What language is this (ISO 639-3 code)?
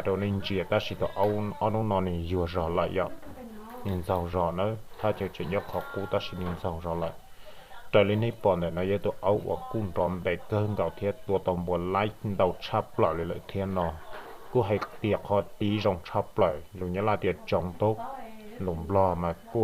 hmn